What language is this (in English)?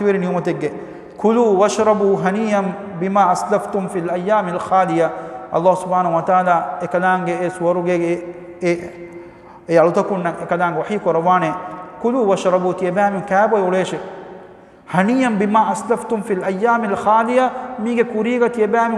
Divehi